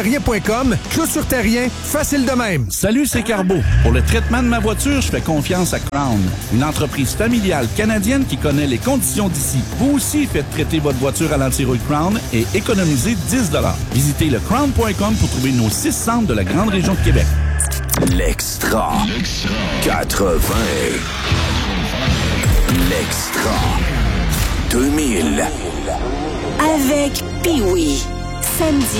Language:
French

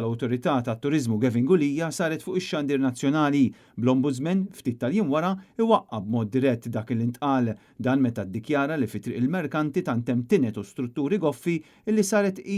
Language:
Maltese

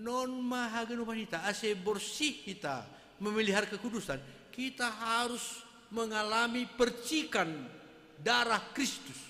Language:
Batak Simalungun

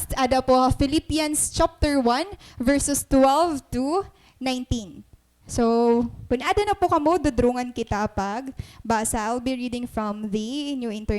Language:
Waray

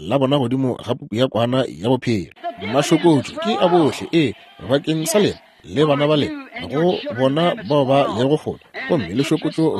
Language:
Northern Sotho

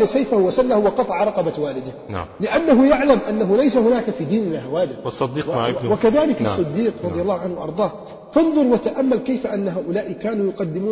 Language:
Arabic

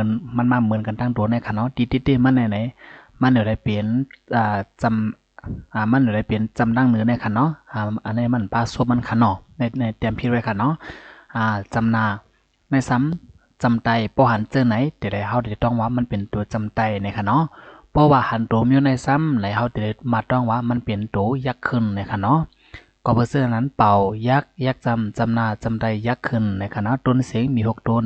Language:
Shan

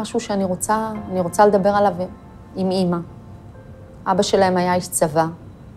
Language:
Hebrew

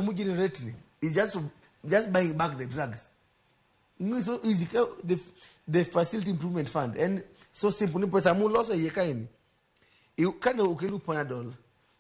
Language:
Luo (Kenya and Tanzania)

